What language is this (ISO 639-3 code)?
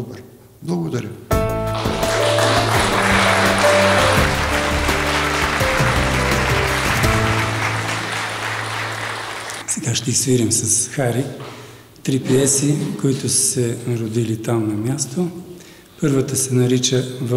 bul